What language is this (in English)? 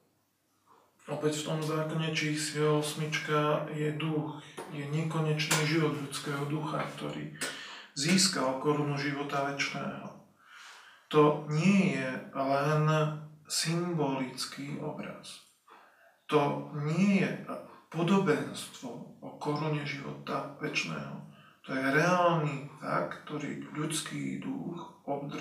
Slovak